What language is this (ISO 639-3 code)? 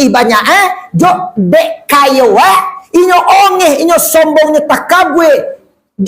min